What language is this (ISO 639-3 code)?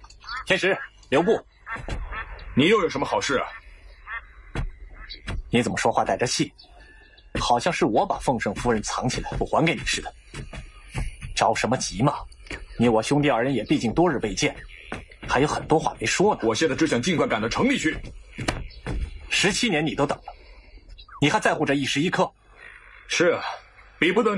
zho